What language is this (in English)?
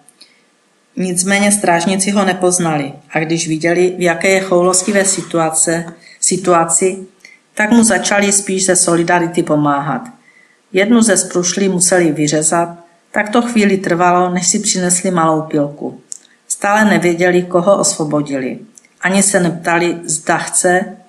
Czech